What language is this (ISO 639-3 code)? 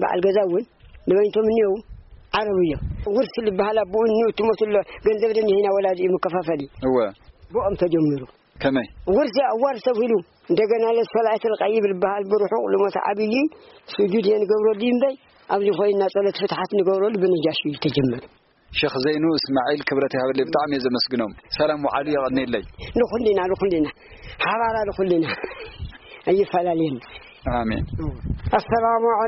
tir